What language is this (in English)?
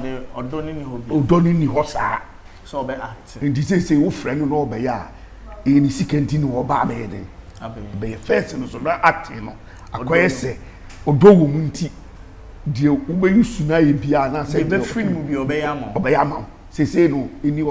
Akan